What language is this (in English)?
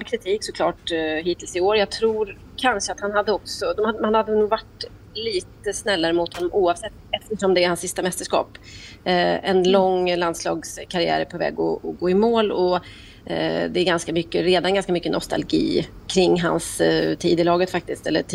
Swedish